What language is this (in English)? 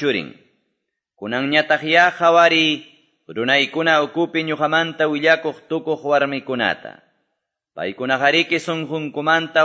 Quechua